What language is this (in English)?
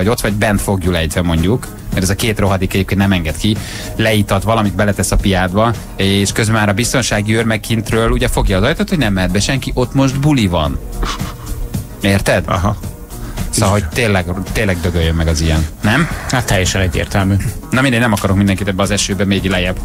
Hungarian